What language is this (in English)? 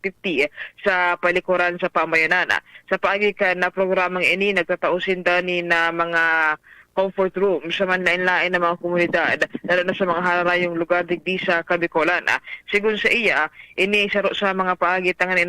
Bikol